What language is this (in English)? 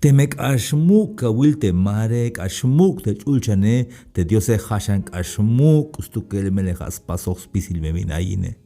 Tzeltal